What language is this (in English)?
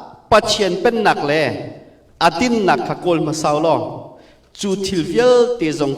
Hakha Chin